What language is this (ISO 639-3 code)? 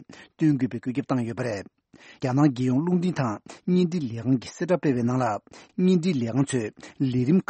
bod